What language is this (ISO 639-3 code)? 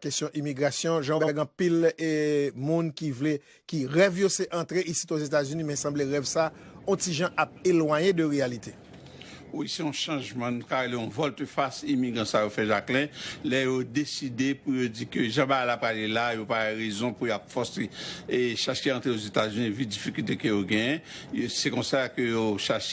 hat